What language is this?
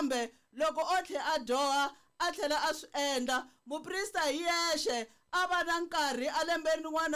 Tsonga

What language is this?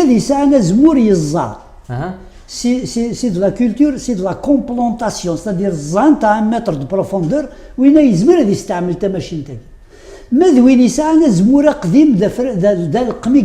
Kabyle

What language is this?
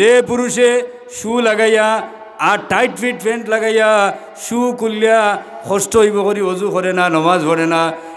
Sylheti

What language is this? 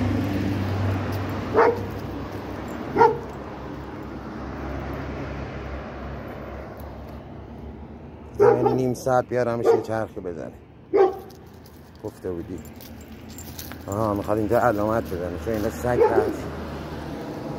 Persian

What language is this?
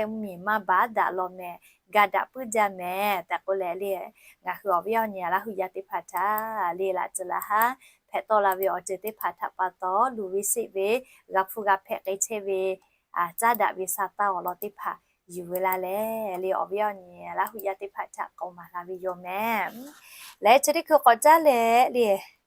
Lahu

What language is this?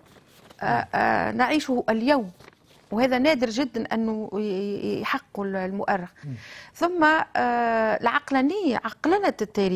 Tunisian Arabic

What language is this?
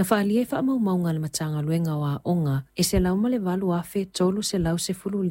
Samoan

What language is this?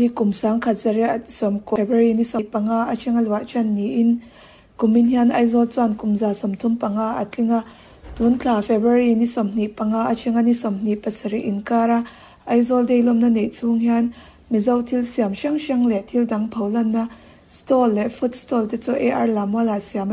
Mizo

